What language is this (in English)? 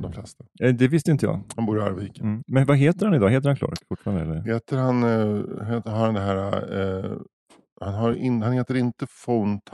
Swedish